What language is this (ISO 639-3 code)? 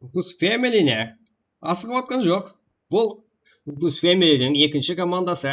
kaa